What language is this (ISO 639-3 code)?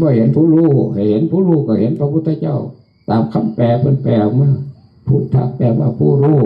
tts